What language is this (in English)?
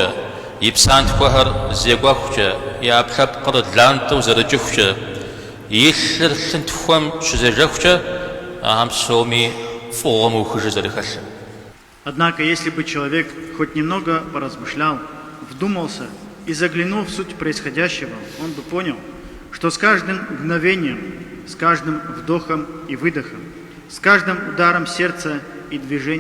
Kabardian